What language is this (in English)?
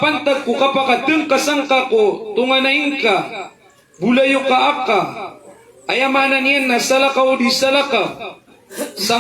Maranao